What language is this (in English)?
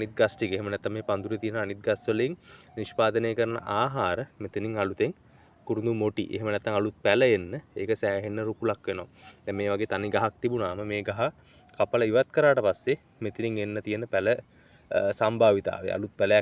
Sinhala